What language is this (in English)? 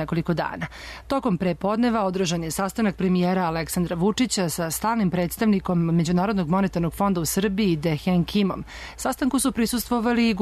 Serbian